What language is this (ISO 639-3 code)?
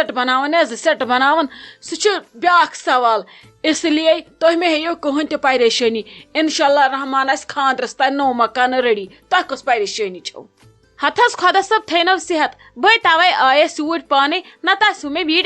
kas